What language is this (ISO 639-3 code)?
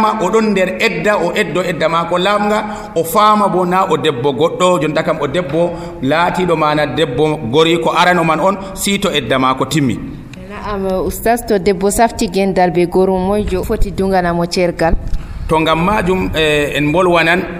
fuv